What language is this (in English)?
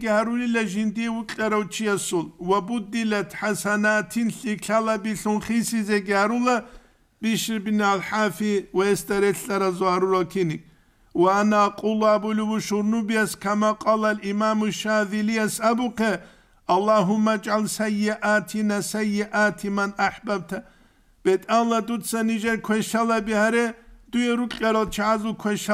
Avaric